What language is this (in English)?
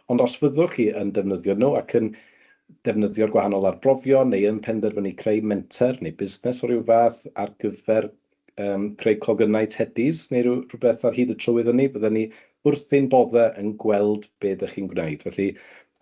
Welsh